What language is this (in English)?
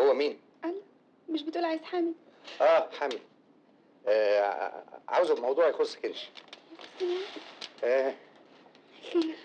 Egyptian Arabic